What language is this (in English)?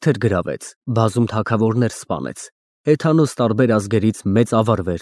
Armenian